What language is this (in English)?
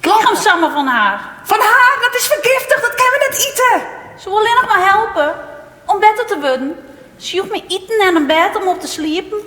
Western Frisian